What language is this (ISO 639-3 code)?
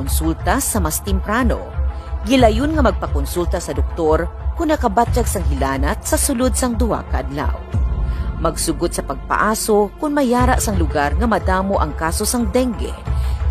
hil